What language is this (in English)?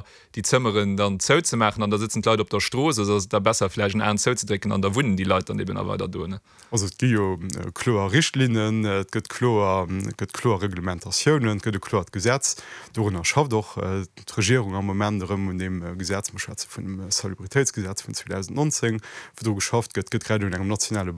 Luxembourgish